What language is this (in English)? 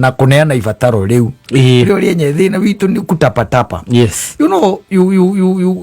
Kikuyu